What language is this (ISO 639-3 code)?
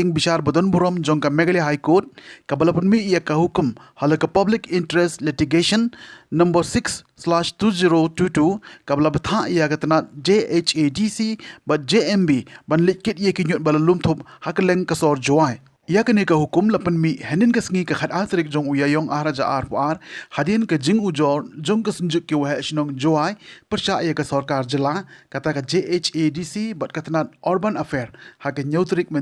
kha